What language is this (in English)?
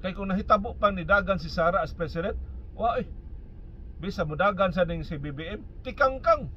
Cebuano